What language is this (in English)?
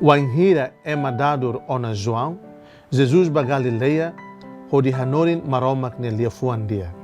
Tetum